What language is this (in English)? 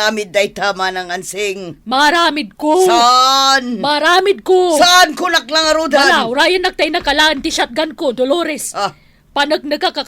Iloko